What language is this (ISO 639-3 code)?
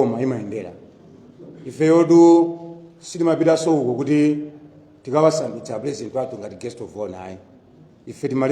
nya